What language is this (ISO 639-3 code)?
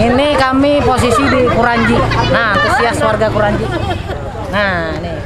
bjn